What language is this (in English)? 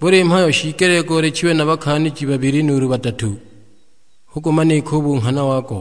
Sukuma